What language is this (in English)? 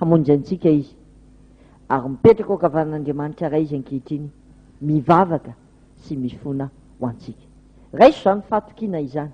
Malagasy